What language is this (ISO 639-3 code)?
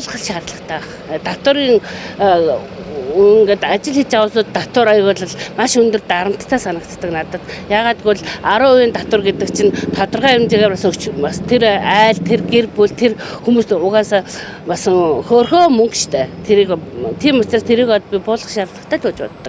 mon